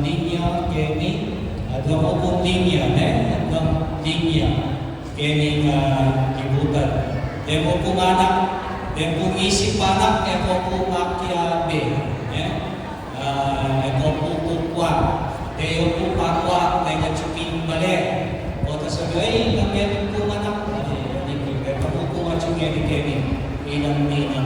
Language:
Pampanga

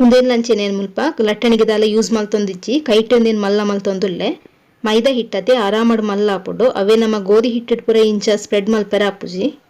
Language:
Tulu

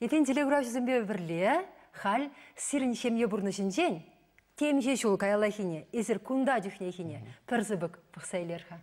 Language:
Chuvash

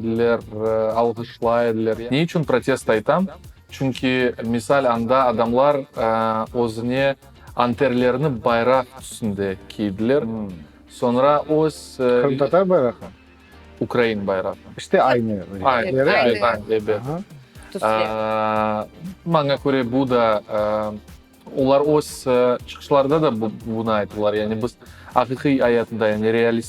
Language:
Crimean Tatar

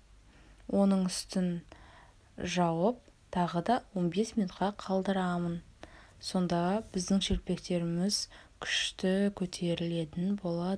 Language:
Kazakh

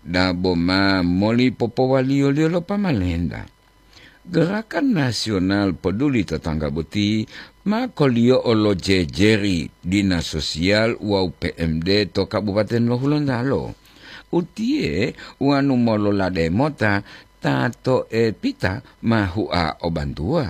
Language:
Gorontalo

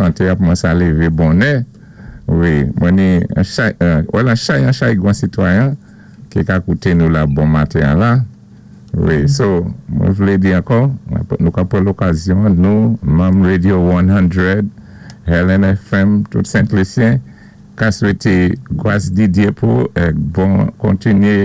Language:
Saint Lucian Creole French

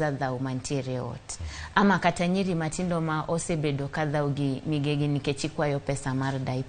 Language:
Luo (Kenya and Tanzania)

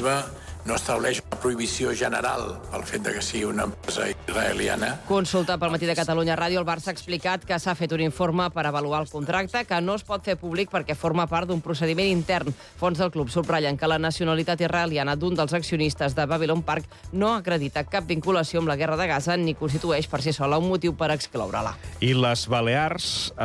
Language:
Catalan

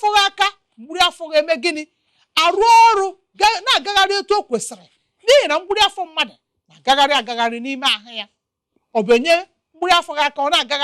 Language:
Igbo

